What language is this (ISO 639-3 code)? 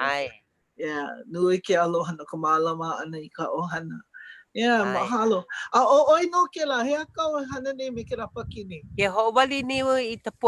haw